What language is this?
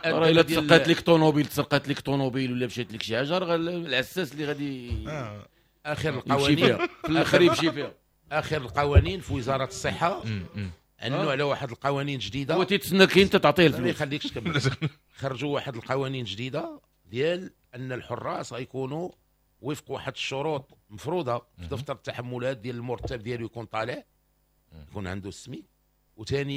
Moroccan Arabic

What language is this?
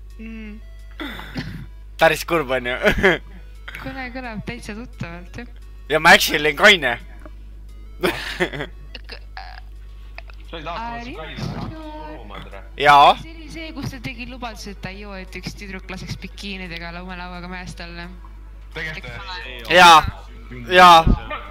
Estonian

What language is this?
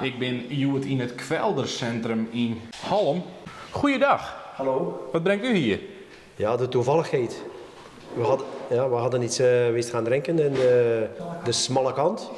Western Frisian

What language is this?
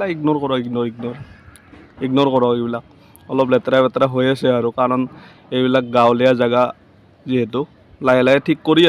Assamese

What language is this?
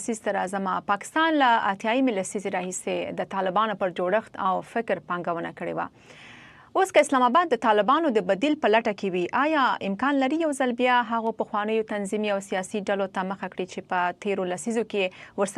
Pashto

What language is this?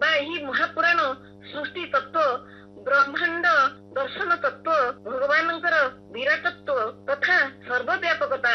Odia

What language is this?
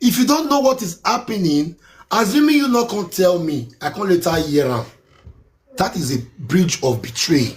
Nigerian Pidgin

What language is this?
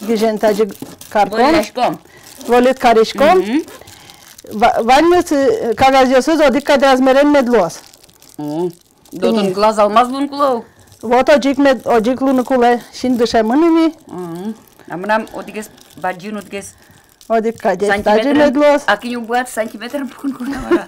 Udmurt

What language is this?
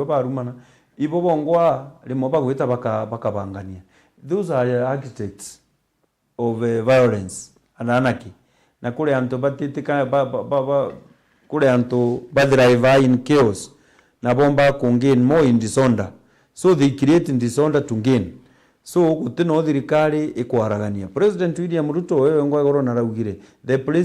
Meru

